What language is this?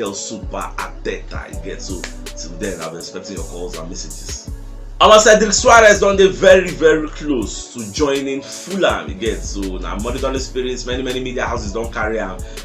Nigerian Pidgin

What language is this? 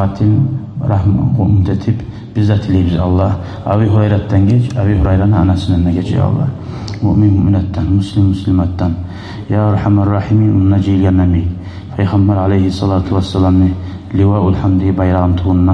Kumyk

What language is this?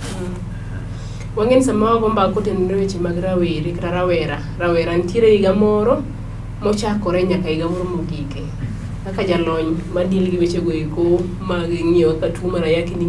Luo (Kenya and Tanzania)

